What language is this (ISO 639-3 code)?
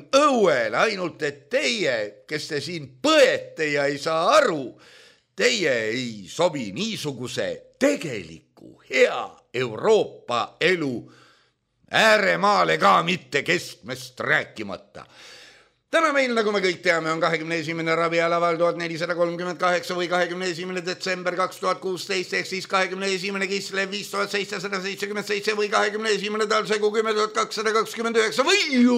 est